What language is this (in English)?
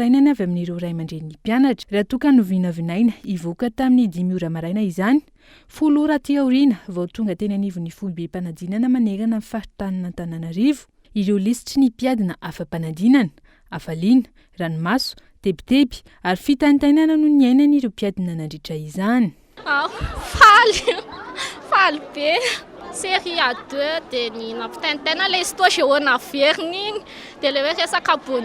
Malagasy